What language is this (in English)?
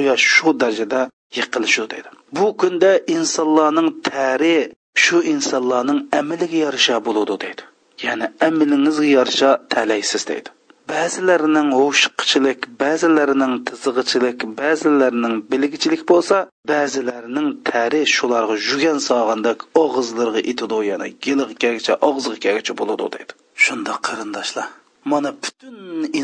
Uyghur